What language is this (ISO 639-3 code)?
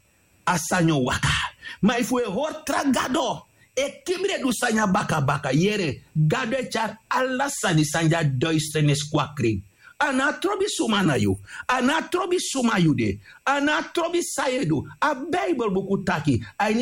srn